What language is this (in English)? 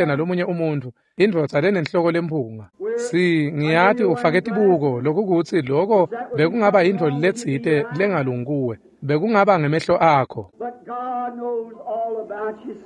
Swati